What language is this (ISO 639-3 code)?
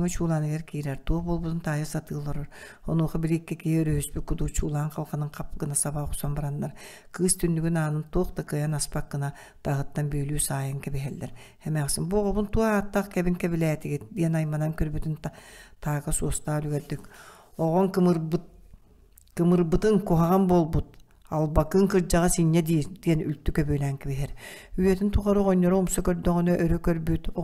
sah